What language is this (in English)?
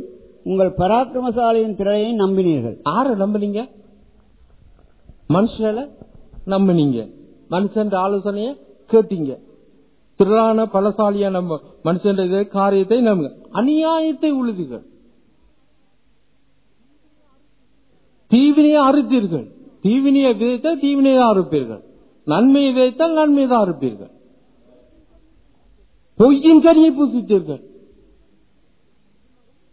Tamil